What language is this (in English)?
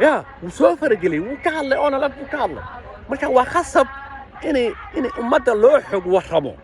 Somali